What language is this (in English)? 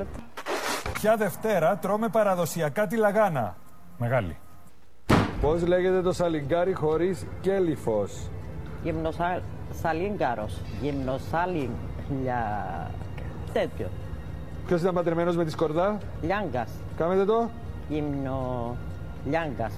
Greek